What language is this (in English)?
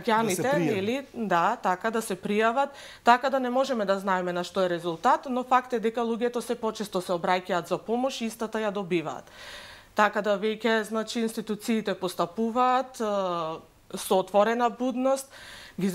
Macedonian